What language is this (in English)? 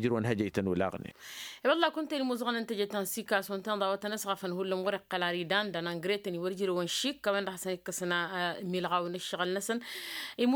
Tamasheq